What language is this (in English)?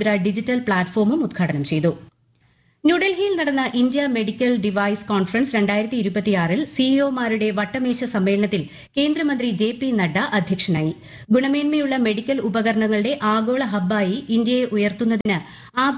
Malayalam